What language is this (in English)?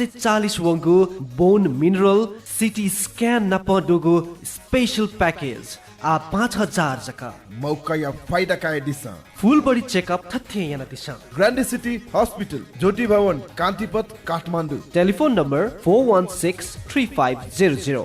Newari